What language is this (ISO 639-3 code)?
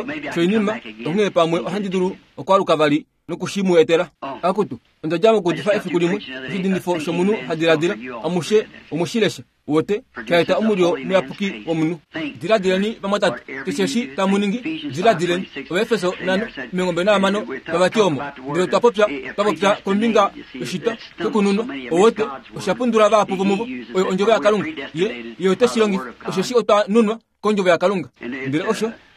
kua